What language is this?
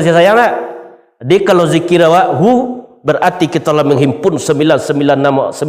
Minangkabau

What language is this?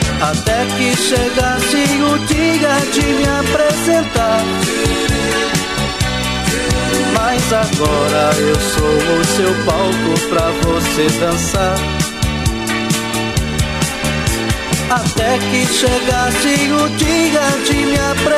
Portuguese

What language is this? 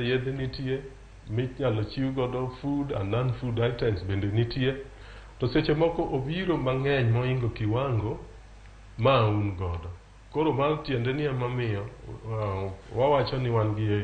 Luo (Kenya and Tanzania)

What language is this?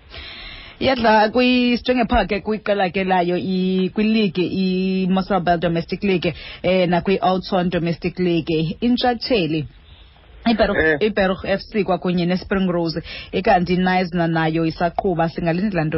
Xhosa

